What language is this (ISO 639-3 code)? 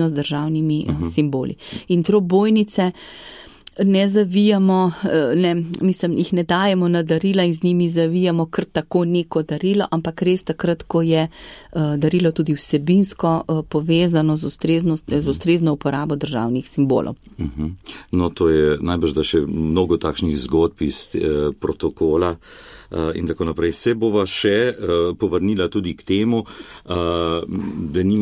slv